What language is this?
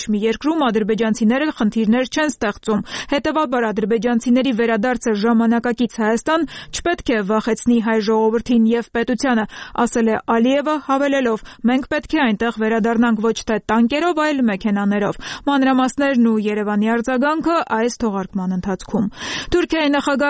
Armenian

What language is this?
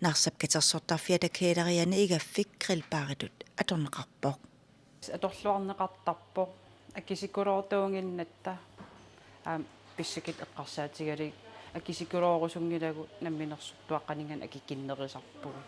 Kalaallisut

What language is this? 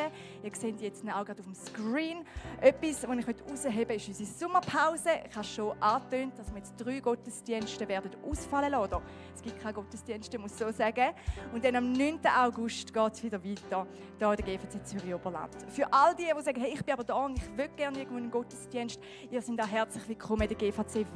Swiss German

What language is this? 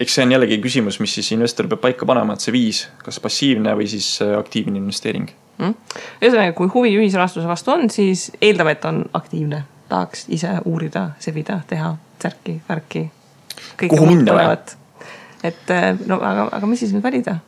Estonian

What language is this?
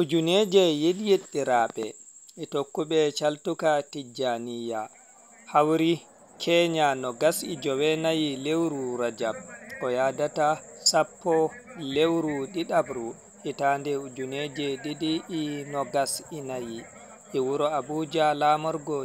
Fula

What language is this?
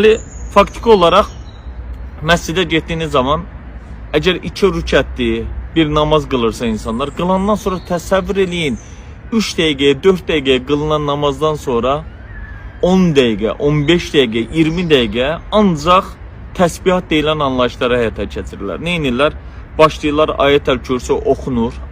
Azerbaijani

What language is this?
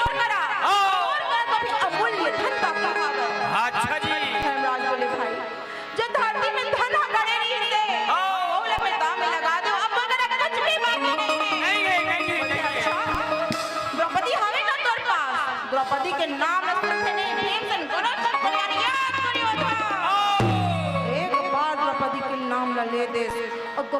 Chhattisgarhi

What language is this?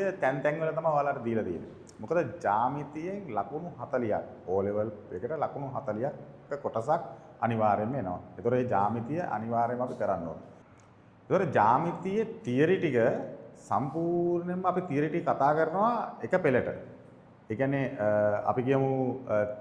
Sinhala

